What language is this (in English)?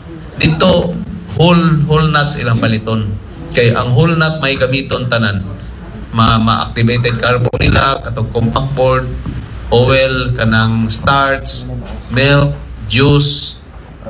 Cebuano